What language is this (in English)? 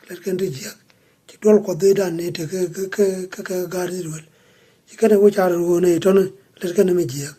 Nuer